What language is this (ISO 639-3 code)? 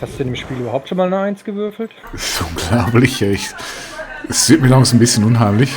gsw